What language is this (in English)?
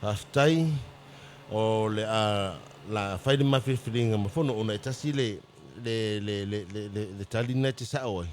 Samoan